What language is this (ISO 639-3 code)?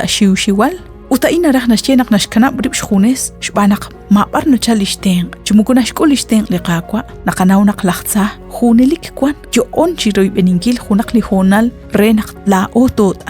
kek